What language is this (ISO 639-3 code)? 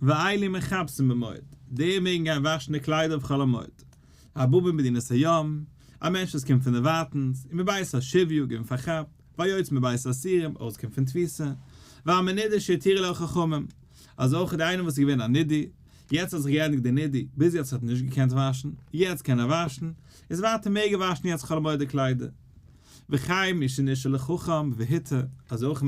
yid